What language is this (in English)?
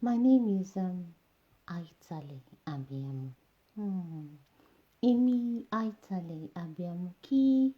Yoruba